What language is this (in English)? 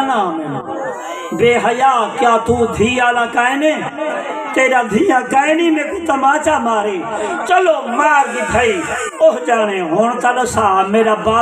Saraiki